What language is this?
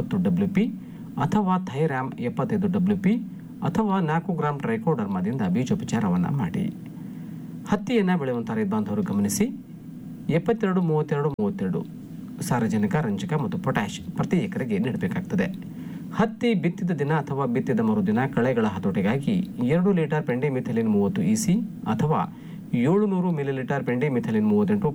Kannada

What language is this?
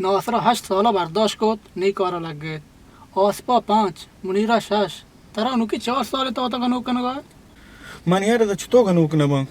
Baluchi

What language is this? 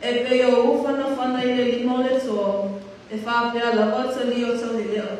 Samoan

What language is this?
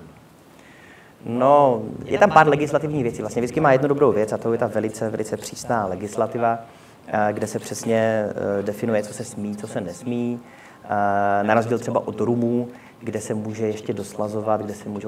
Czech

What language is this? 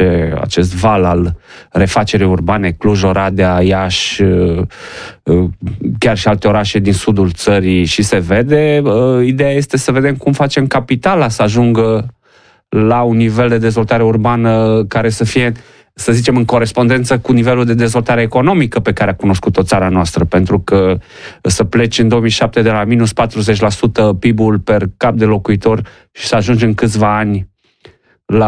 Romanian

